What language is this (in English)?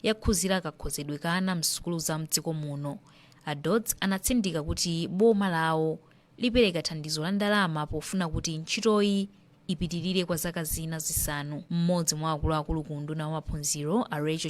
Nyanja